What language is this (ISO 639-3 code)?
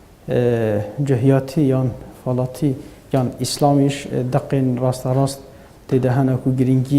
kur